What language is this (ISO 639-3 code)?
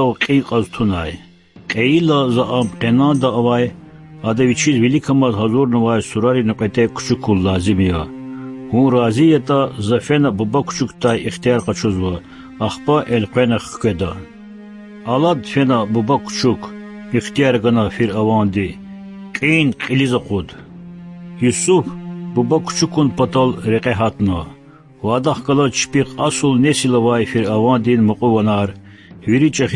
lez